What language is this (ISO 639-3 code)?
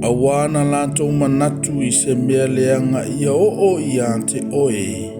smo